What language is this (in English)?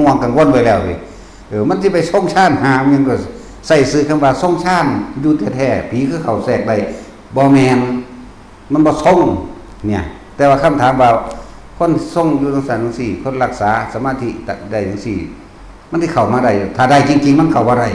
Northeastern Thai